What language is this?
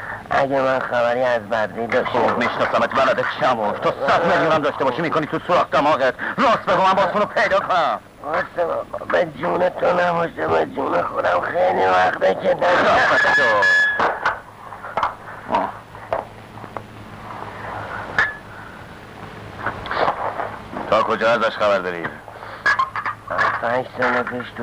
Persian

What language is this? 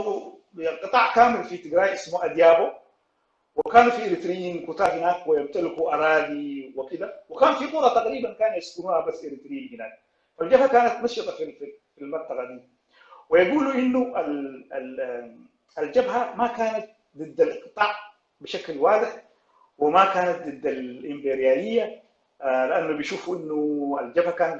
Sudanese Arabic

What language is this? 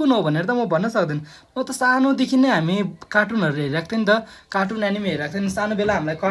Nepali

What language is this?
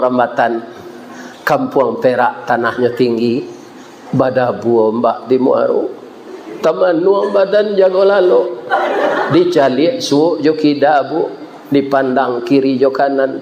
Minangkabau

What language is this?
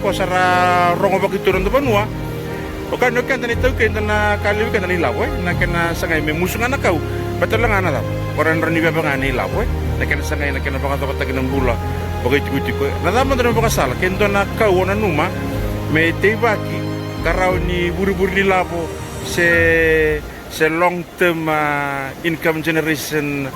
Fijian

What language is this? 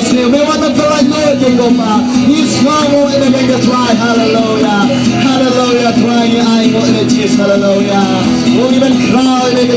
Khasi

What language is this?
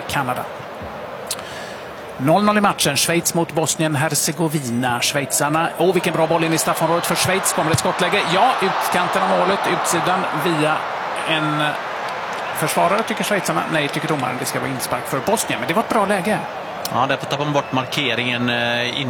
Swedish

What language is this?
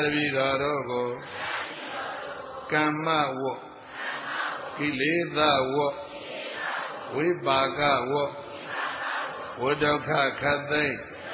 Burmese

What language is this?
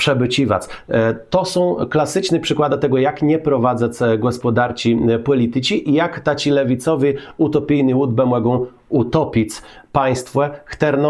Kashubian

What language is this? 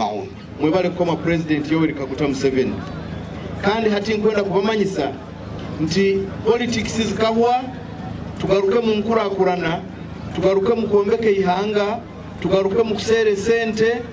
Nyankole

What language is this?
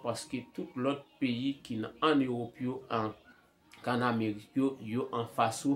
Haitian Creole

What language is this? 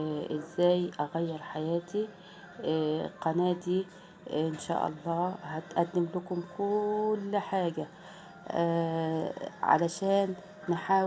Egyptian Arabic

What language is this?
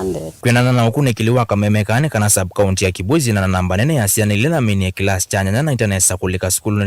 Kamba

